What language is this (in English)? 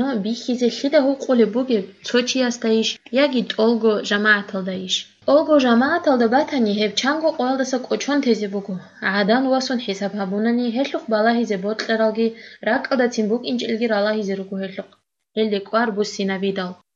Avaric